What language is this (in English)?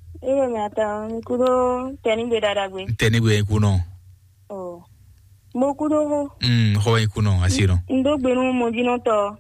Fon